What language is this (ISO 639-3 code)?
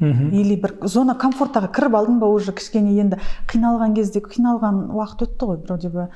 kaz